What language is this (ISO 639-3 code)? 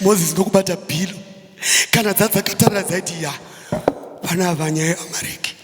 sna